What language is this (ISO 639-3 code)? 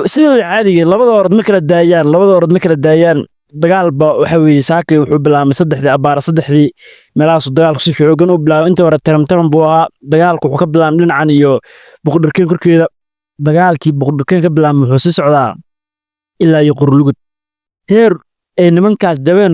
som